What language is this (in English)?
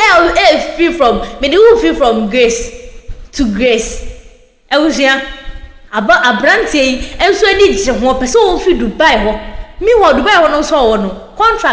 Akan